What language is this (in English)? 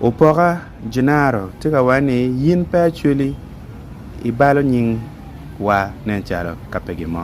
Acoli